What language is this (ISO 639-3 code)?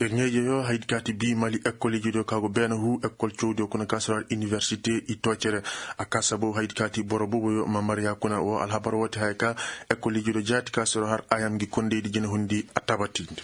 ses